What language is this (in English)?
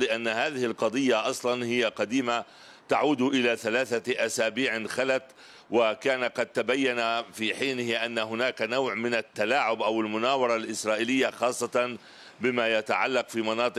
Arabic